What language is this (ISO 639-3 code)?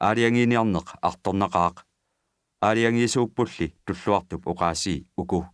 kal